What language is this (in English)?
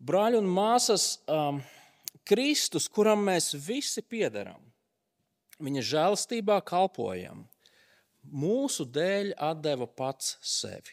Latvian